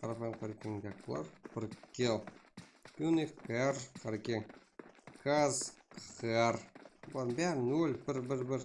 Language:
Kara-Kalpak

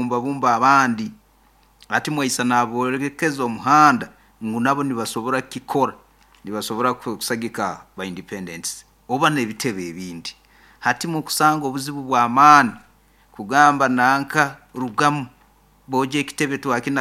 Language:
Nyankole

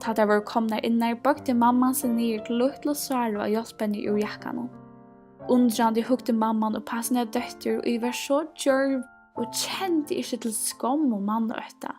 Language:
Faroese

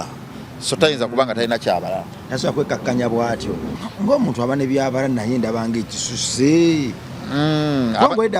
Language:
Ganda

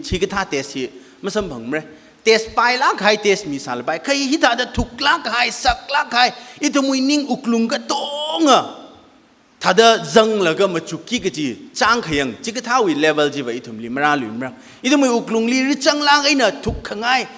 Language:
Tangkhul Naga (India)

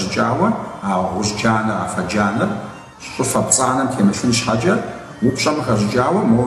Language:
Kabardian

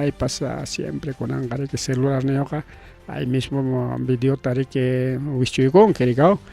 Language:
Ayacucho Quechua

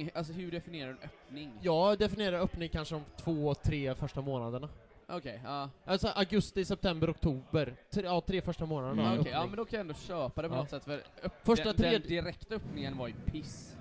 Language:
Swedish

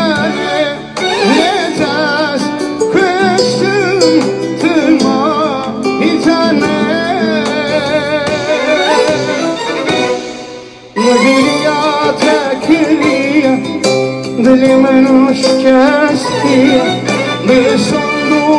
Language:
Persian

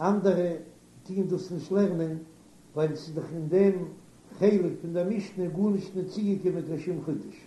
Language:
Yiddish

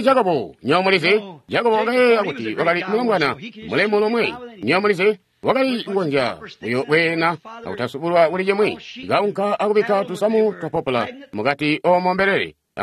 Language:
Tonga (Zambia)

